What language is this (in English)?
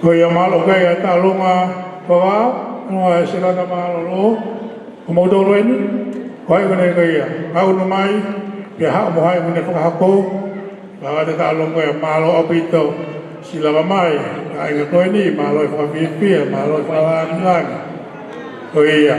Tongan